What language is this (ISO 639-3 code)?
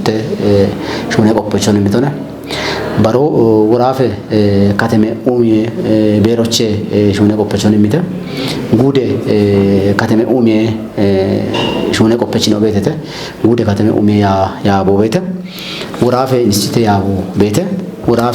kbr